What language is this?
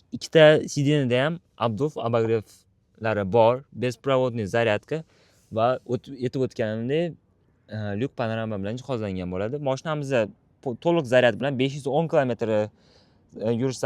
Uzbek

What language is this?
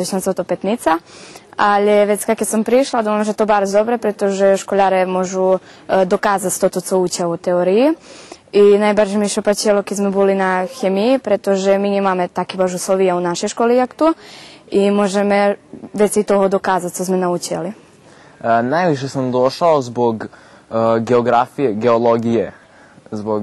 Rusyn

